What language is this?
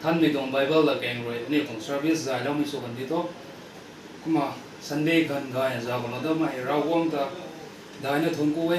Rongmei Naga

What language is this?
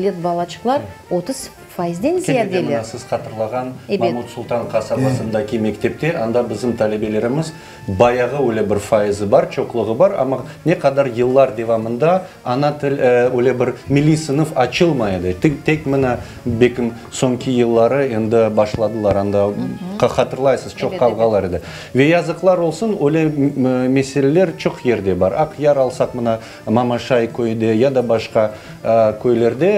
Crimean Tatar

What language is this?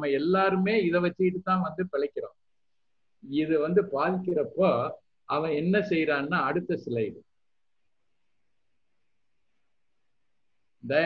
Tamil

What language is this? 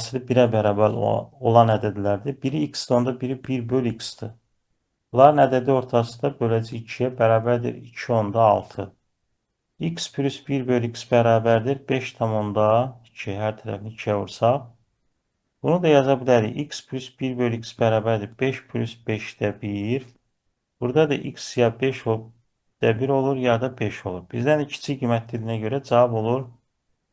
Azerbaijani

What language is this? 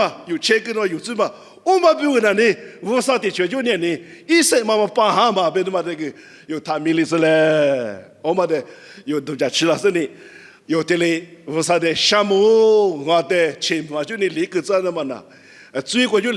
Lisu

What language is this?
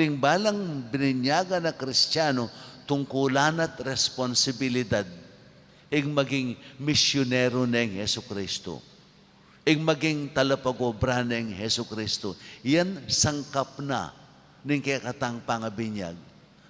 Pampanga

